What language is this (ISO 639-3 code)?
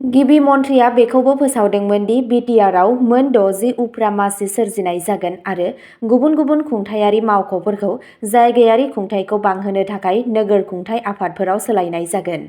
brx